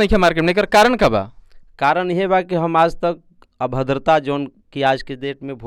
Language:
Bhojpuri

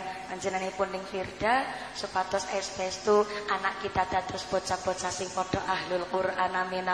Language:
Javanese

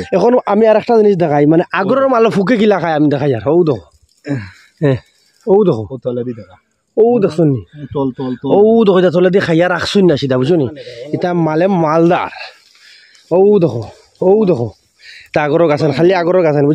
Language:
Sylheti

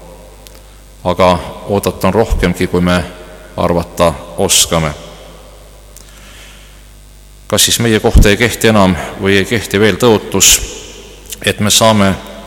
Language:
Estonian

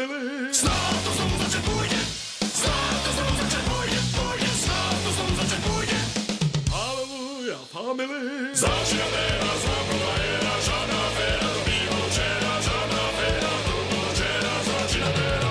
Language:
Slovak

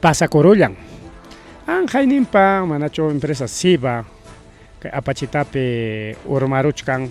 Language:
Ayacucho Quechua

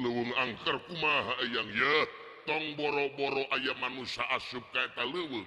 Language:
Sundanese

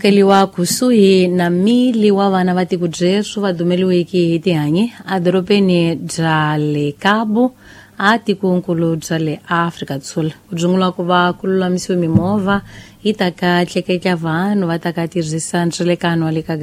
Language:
Tsonga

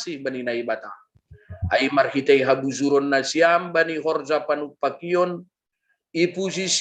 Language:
Batak Simalungun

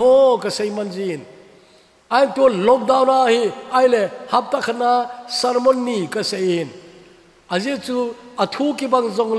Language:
Thado Chin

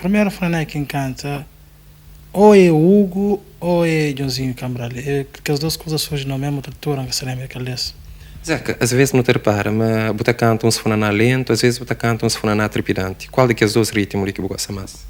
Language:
Kabuverdianu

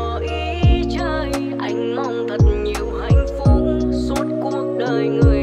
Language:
Vietnamese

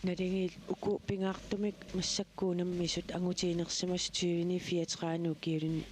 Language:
Kalaallisut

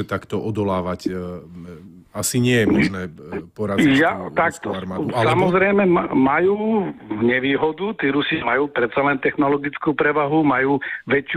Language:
Slovak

